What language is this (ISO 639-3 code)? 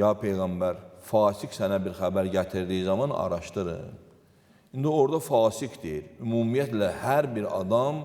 aze